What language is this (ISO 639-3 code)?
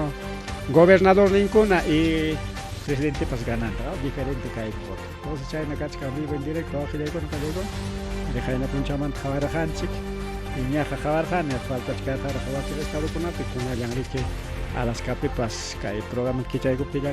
quy